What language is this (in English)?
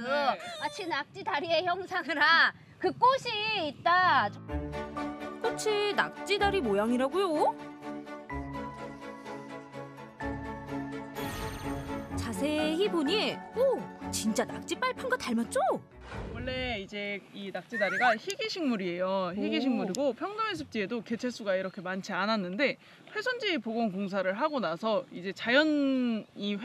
Korean